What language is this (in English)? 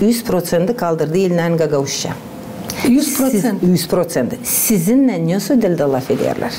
Gagauz